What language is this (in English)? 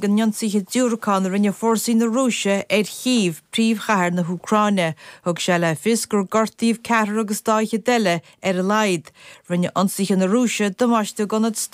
Irish